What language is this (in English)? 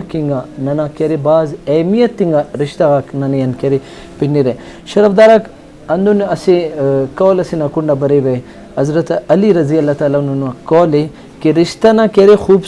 Brahui